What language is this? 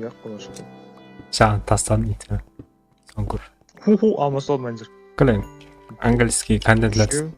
Kara-Kalpak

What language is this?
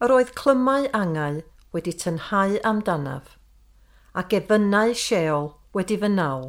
Welsh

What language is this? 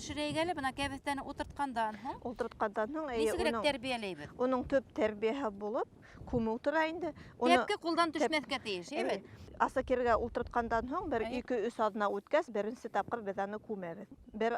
Bashkir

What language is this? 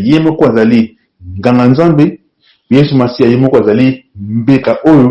Lingala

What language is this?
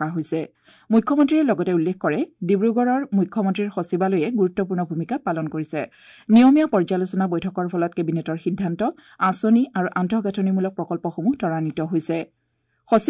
Assamese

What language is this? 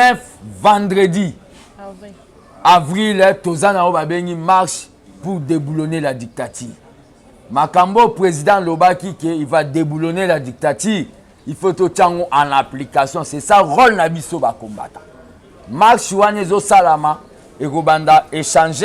Lingala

